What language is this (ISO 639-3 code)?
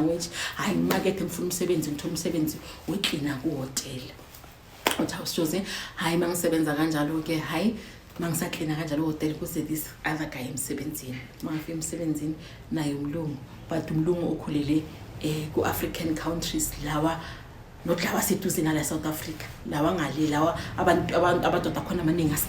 zul